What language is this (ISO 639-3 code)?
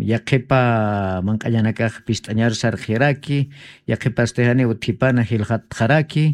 aym